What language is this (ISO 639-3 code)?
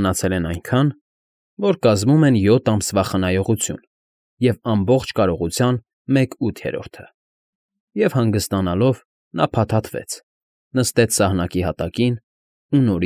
hye